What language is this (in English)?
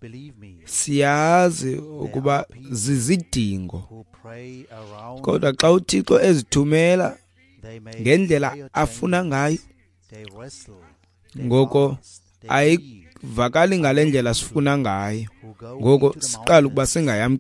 Xhosa